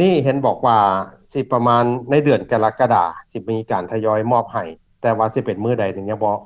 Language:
Lao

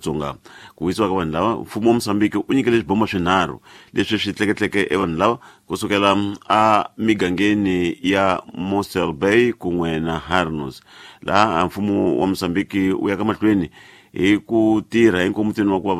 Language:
Tsonga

